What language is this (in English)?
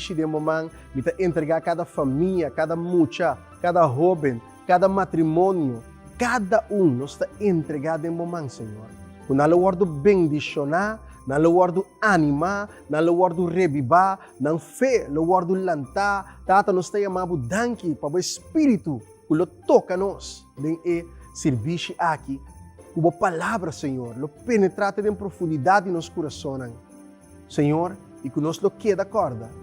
Papiamento